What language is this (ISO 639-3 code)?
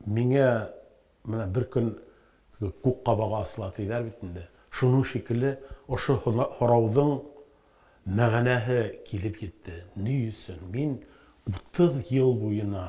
bak